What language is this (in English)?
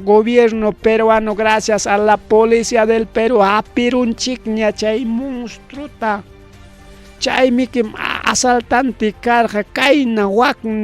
Ayacucho Quechua